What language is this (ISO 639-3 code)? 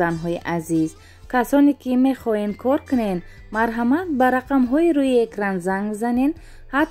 tgk